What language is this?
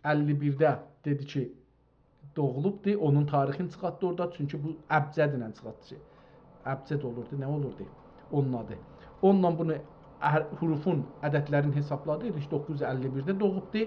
South Azerbaijani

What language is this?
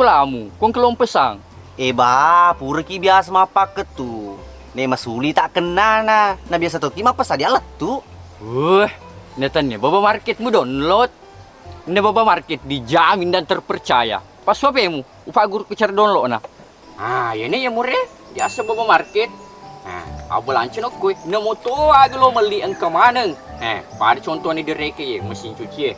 Buginese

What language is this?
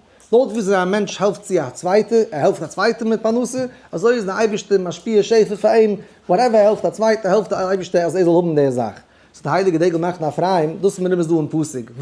Yiddish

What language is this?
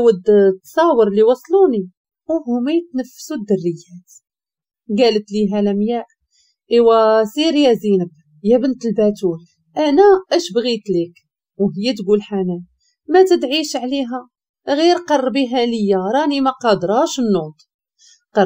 Moroccan Arabic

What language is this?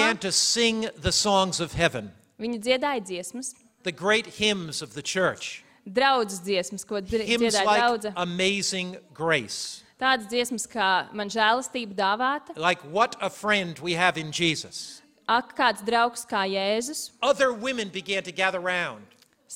Latvian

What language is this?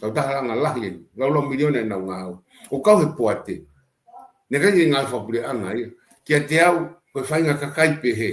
Tongan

